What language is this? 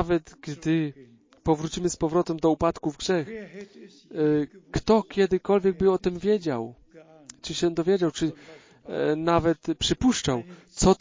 Polish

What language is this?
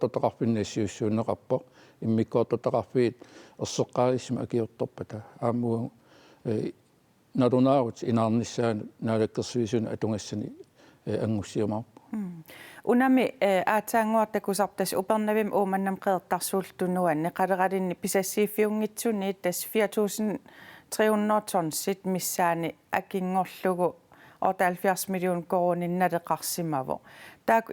Kalaallisut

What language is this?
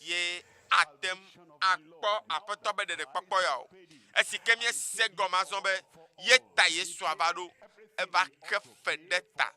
Ewe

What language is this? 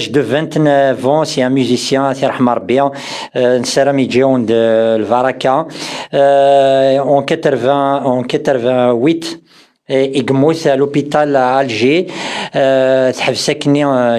Kabyle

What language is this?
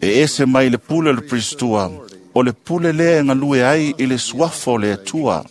Samoan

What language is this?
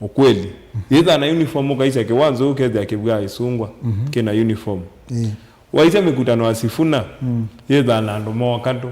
Kamba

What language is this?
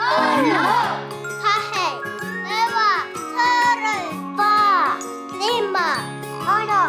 Māori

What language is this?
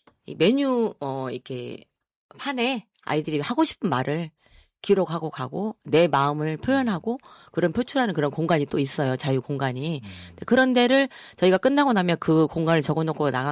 Korean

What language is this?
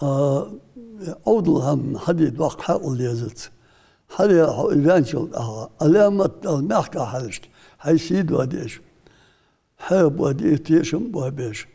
Ingush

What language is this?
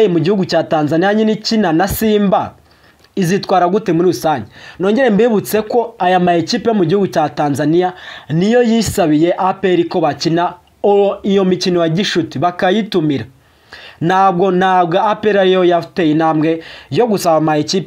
Kinyarwanda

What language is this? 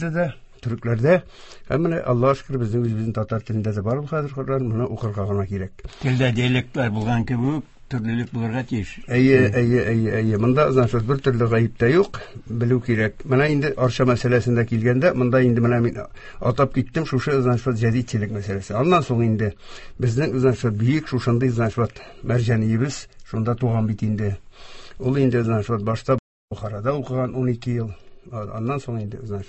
Tatar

